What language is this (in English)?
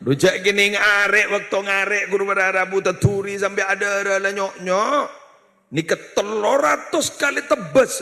Madurese